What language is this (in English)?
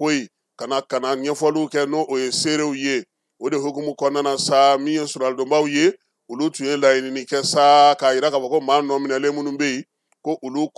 Bambara